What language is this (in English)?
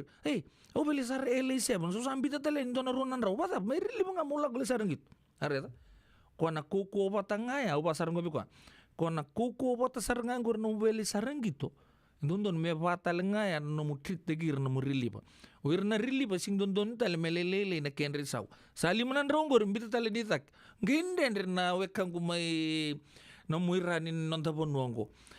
Fijian